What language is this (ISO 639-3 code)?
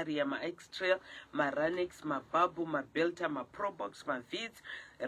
sna